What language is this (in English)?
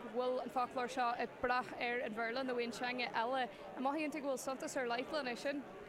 Irish